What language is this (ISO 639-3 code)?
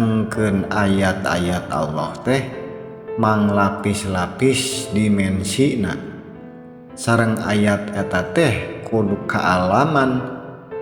sun